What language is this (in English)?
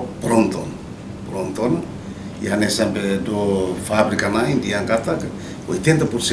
Tetum